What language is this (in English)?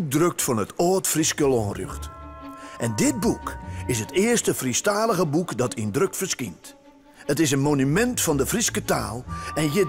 Western Frisian